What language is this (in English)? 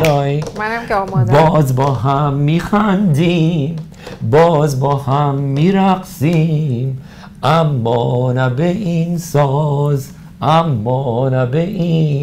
Persian